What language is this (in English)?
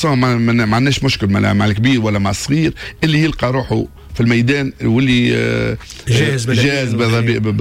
Tunisian Arabic